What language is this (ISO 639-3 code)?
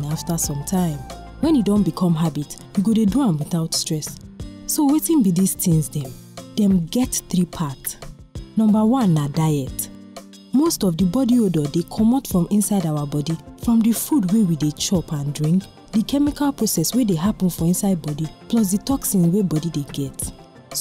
pcm